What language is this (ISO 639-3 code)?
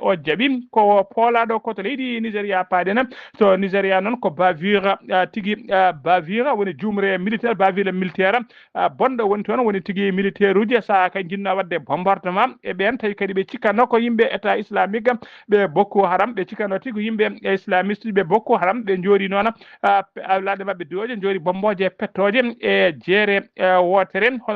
ful